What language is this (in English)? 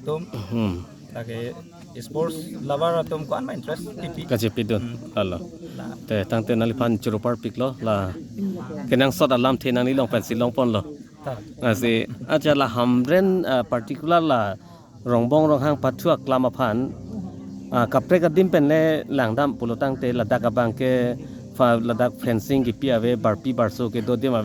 Karbi